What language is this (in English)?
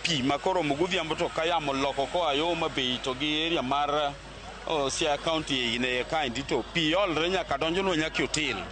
Luo (Kenya and Tanzania)